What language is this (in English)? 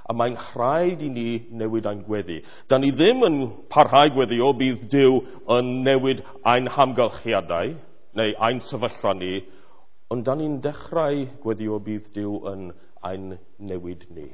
Welsh